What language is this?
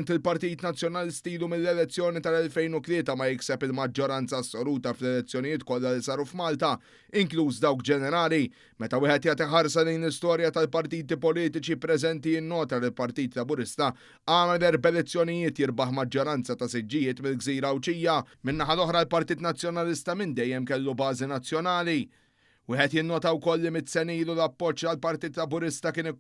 Maltese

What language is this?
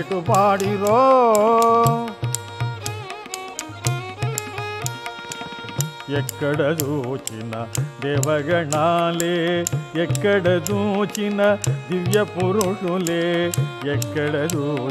Telugu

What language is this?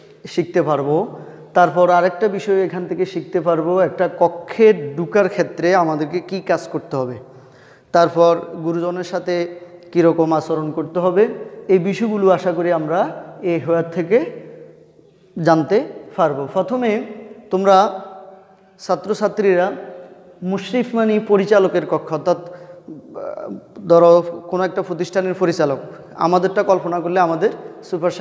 Bangla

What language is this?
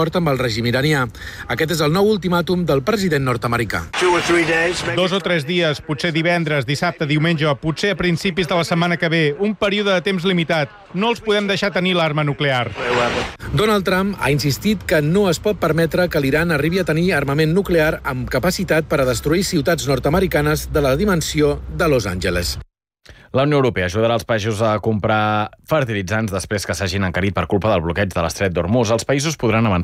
Catalan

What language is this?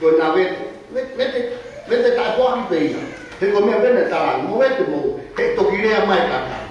Tongan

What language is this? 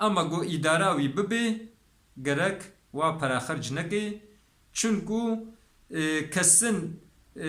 Kurdish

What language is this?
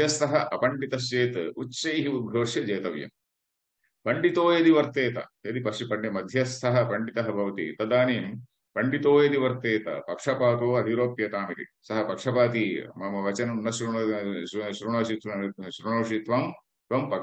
Sanskrit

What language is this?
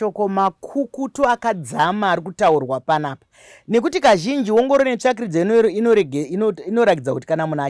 Shona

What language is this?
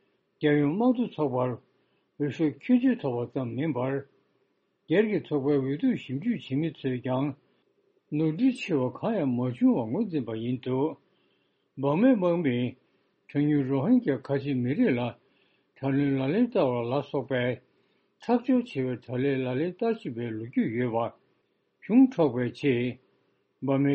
Tibetan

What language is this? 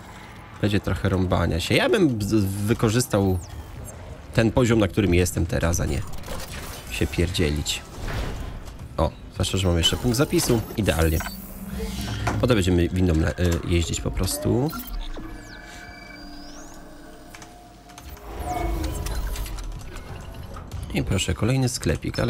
Polish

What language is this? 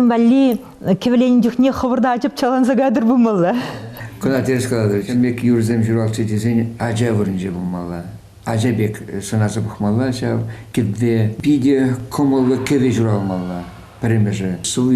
Chuvash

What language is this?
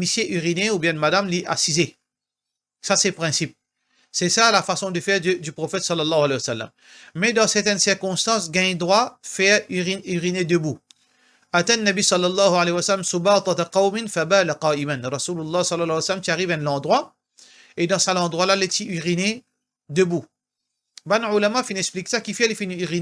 Morisyen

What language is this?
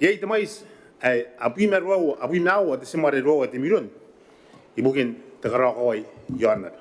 Gilbertese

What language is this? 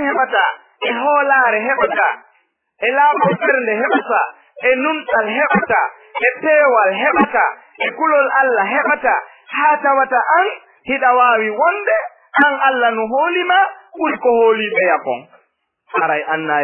Fula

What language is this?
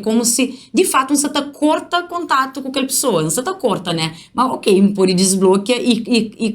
Kabuverdianu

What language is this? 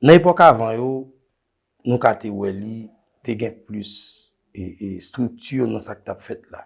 Haitian Creole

